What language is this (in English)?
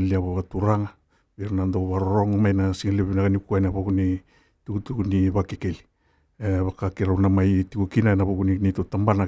Fijian